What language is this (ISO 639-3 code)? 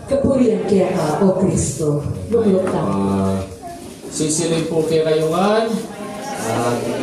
pam